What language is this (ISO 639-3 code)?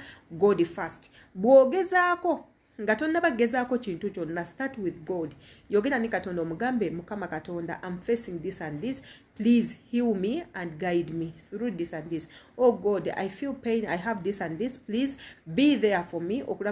lug